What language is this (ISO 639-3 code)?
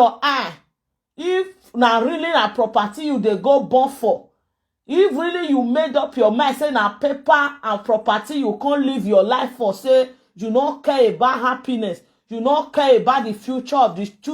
pcm